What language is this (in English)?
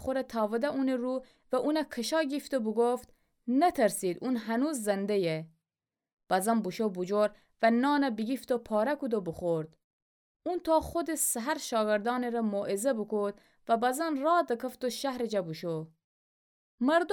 Gilaki